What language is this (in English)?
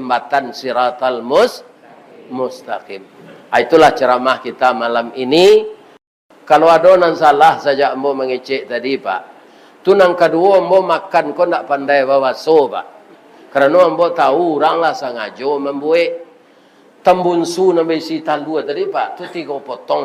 Minangkabau